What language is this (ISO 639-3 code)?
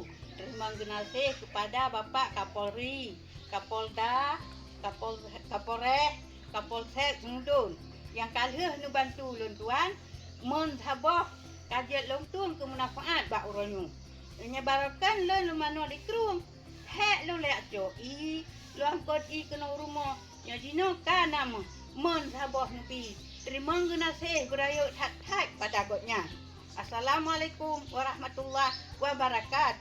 ace